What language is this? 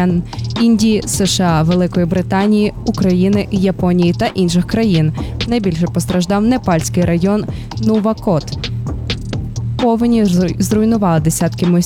Ukrainian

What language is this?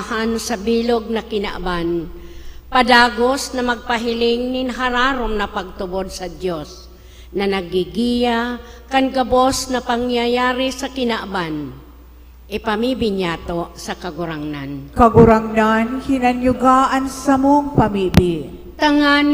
Bikol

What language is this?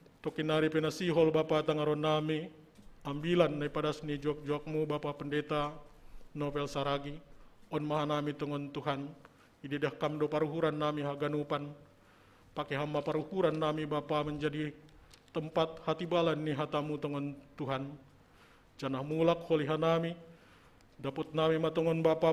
Batak Simalungun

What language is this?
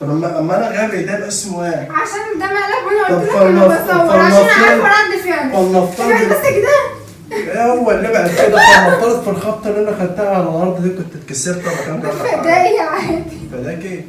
Egyptian Arabic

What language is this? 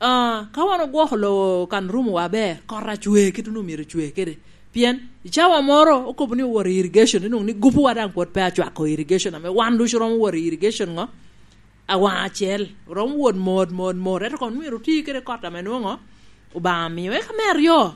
Lango (Uganda)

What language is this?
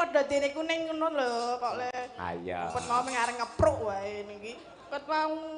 Javanese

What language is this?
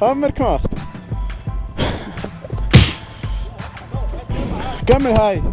Swiss German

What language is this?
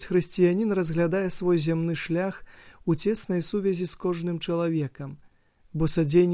Belarusian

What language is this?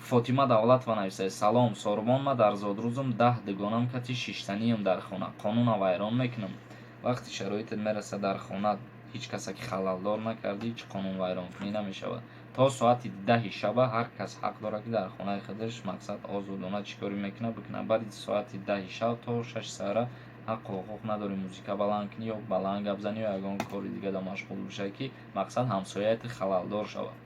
Tajik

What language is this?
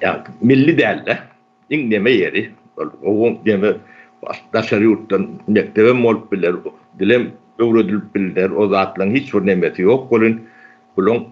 Turkmen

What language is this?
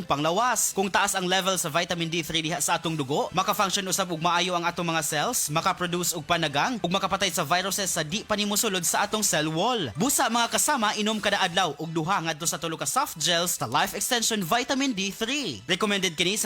Cebuano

